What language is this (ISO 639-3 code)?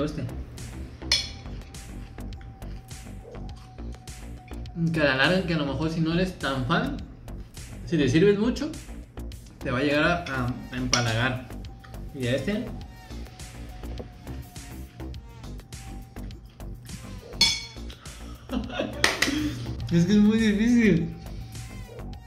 spa